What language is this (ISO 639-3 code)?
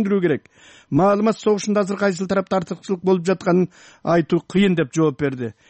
kir